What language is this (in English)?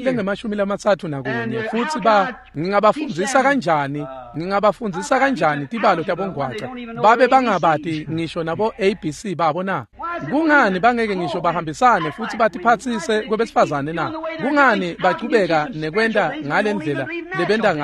Swati